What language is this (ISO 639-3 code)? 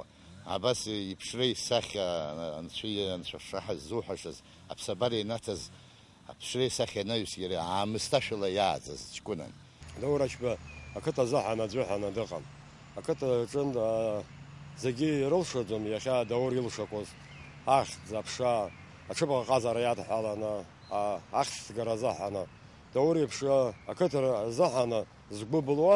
abk